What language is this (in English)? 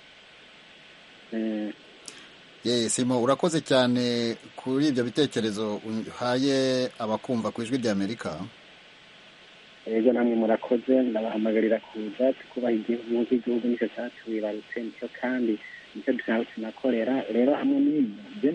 Kinyarwanda